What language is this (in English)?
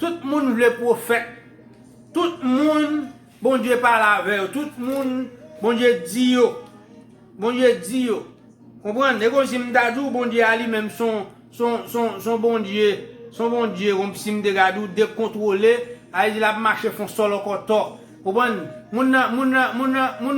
Haitian Creole